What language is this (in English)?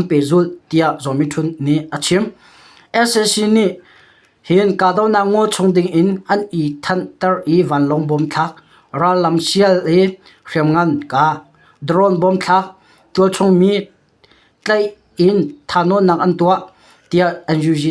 Hakha Chin